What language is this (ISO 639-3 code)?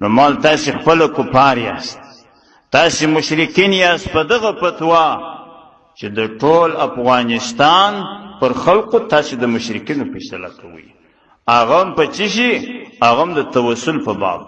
pus